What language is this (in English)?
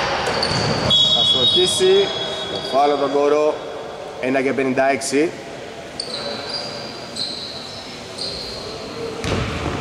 Greek